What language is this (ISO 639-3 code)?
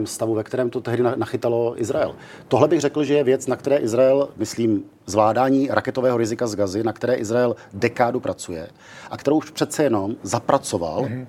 ces